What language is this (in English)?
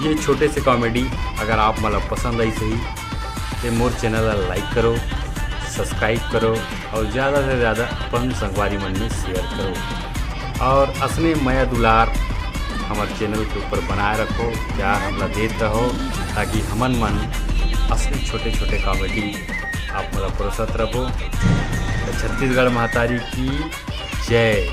Chhattisgarhi